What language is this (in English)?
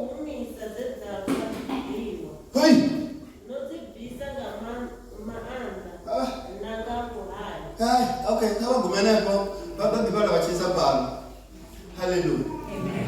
Venda